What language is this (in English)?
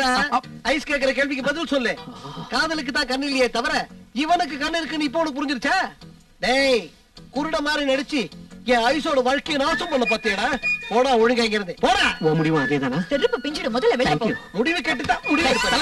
Tamil